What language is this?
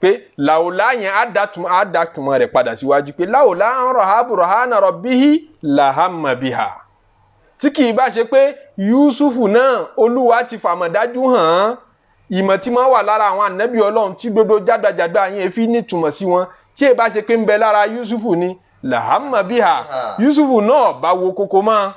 Yoruba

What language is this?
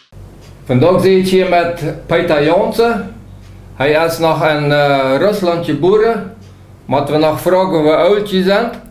Plautdietsch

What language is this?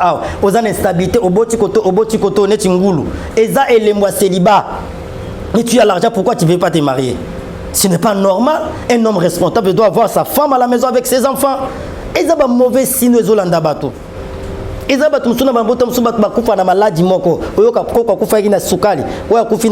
Lingala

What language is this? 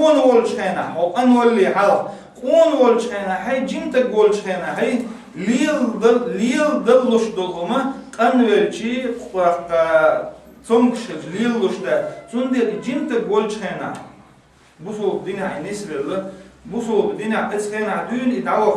Chechen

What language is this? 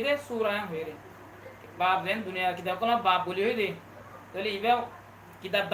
Rohingya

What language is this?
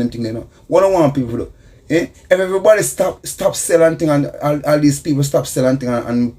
Jamaican Creole English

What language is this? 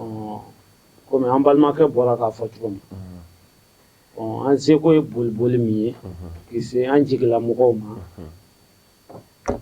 Bambara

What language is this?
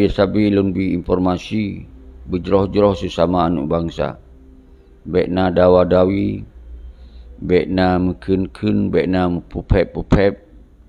Achinese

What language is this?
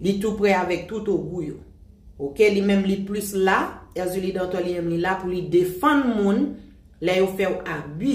Haitian Creole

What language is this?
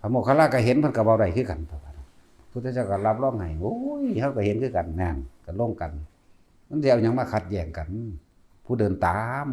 Lao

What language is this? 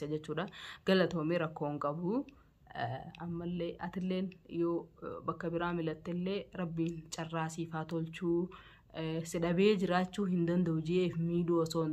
Oromo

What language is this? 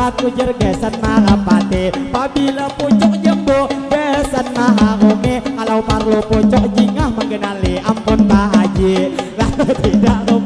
Banjar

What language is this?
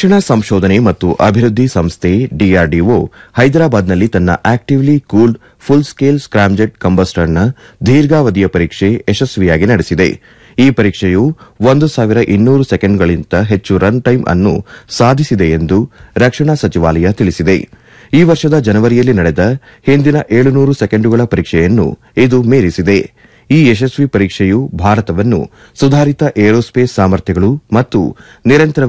Kannada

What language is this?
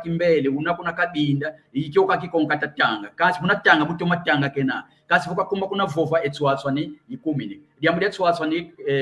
San Salvador Kongo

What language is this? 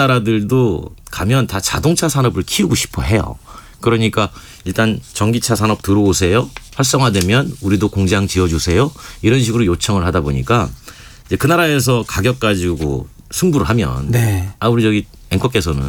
Korean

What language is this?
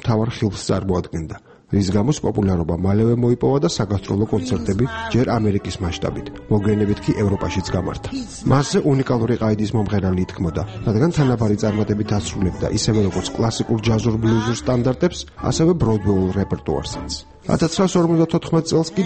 Georgian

